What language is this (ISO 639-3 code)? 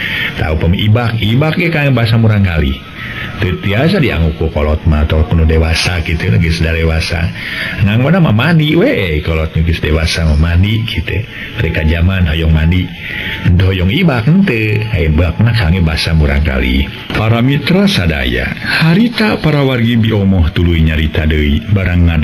sun